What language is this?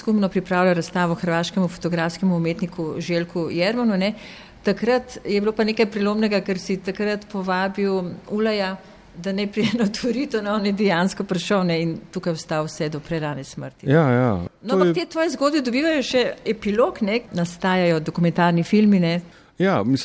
Slovenian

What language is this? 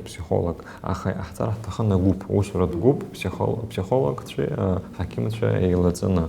Abkhazian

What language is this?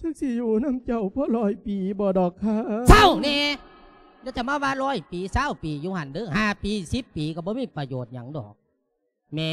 Lao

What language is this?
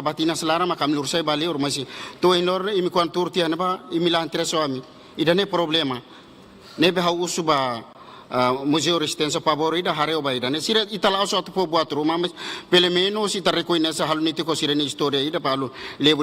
Tetum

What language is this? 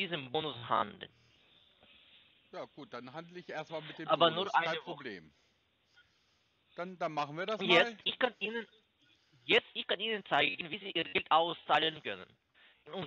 German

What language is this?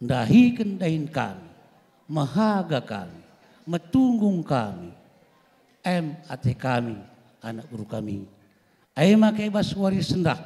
Batak Karo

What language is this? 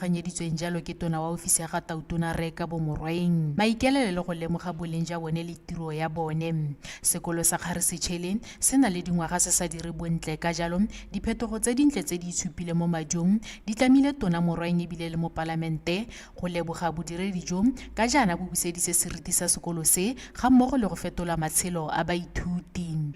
Tswana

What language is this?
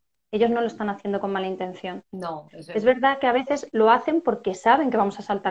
Spanish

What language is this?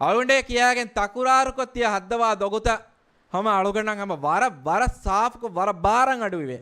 Divehi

